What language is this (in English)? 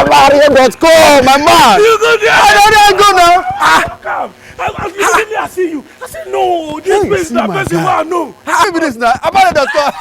Nigerian Pidgin